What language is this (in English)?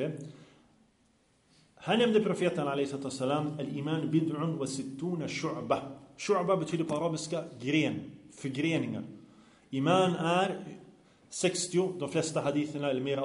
Swedish